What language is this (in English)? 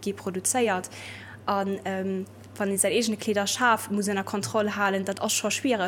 Luxembourgish